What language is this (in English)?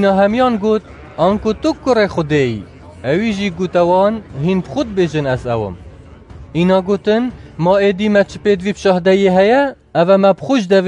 Kurdish